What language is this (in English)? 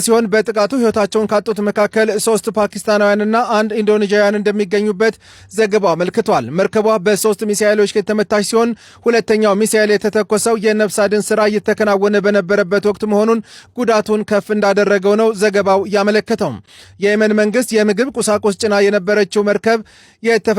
Amharic